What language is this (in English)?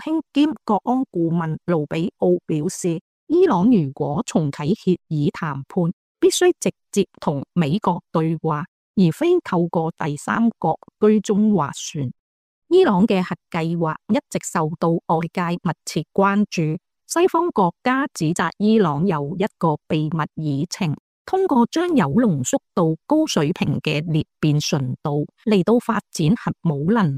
Cantonese